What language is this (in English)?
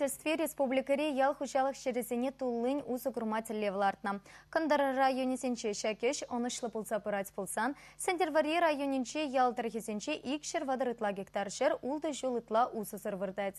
Chuvash